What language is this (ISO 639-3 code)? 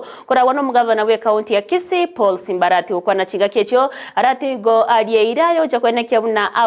guz